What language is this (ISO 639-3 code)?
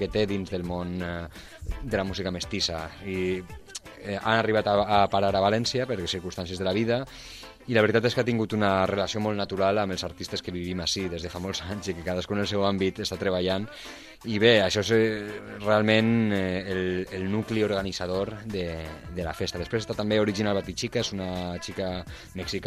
cat